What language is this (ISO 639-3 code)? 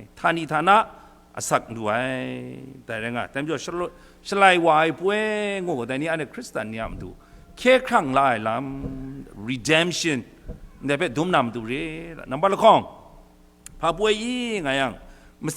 kac